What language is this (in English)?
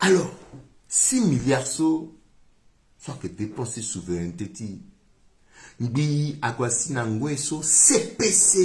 Sango